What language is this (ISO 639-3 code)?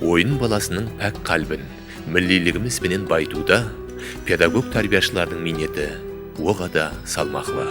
kaa